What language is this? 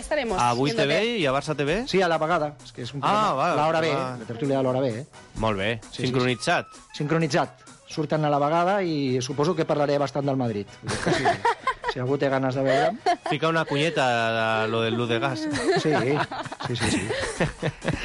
Catalan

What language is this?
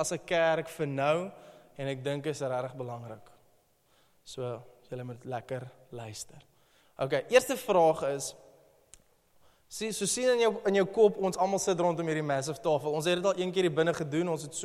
Afrikaans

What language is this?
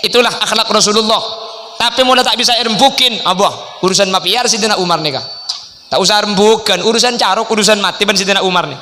Madurese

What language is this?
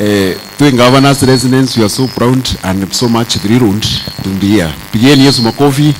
Meru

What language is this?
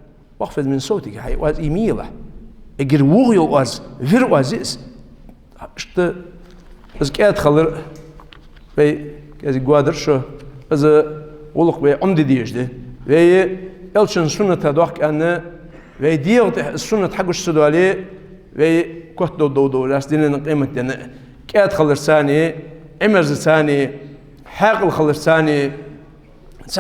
Ingush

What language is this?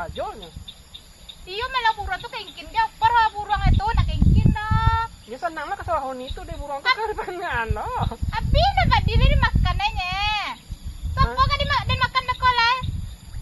Minangkabau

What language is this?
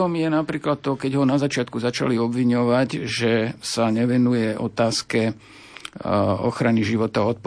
Slovak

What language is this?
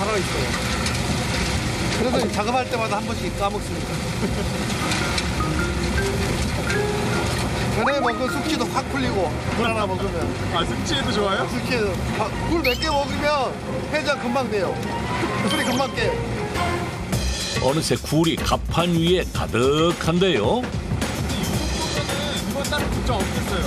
Korean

